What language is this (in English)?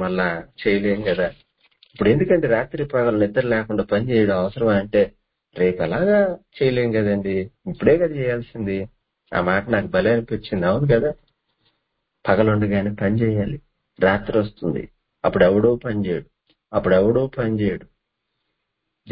Telugu